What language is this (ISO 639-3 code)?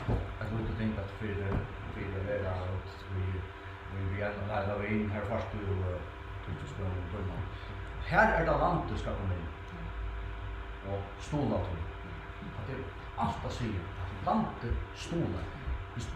fao